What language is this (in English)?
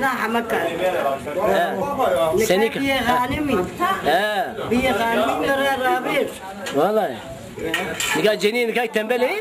Zaza